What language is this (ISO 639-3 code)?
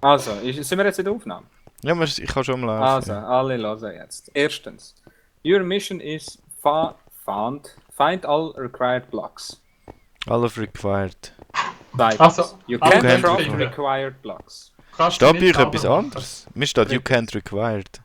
gsw